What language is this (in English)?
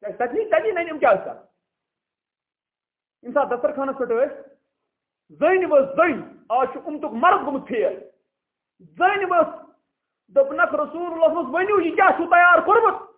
Kashmiri